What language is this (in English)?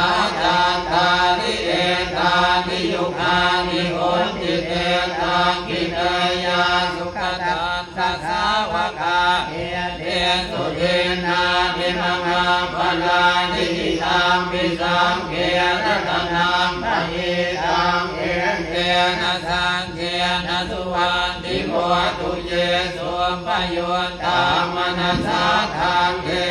Pali